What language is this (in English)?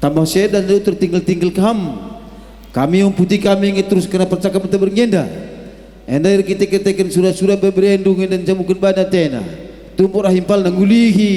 Batak Karo